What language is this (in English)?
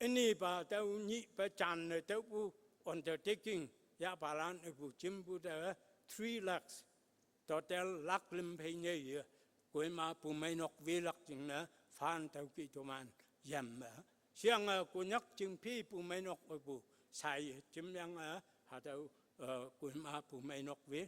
Konyak Naga